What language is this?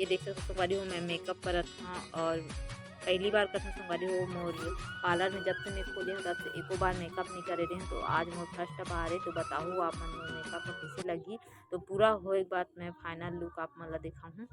Chhattisgarhi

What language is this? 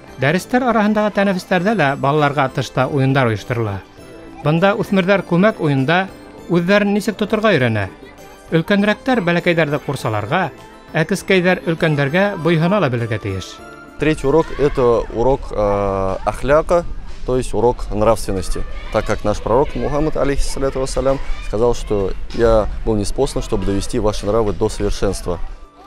Bashkir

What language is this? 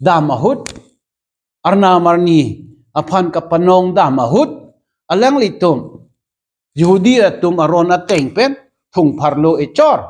Karbi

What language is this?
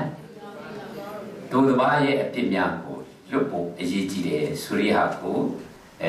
Burmese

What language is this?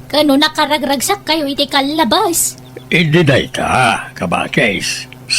Iloko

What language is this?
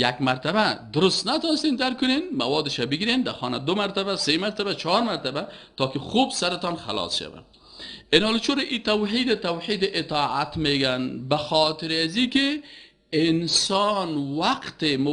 Persian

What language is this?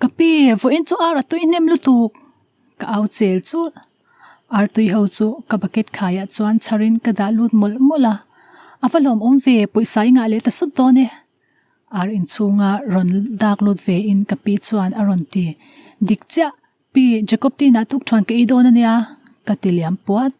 Mizo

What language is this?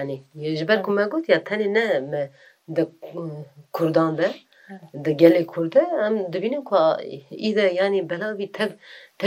Kurdish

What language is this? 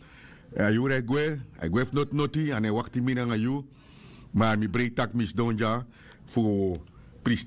Sranan Tongo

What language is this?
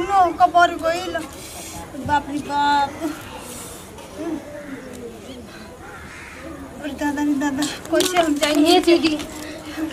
Bhojpuri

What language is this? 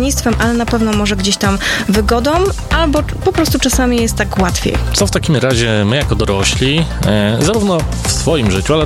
Polish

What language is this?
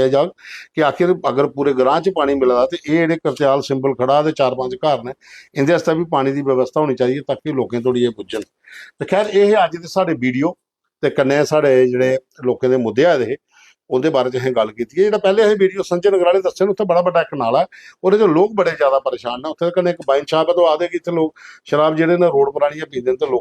Dogri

